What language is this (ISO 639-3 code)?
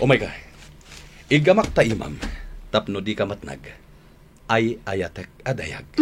ilo